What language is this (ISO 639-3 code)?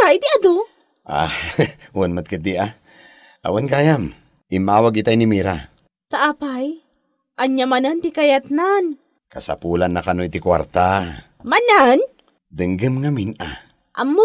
ilo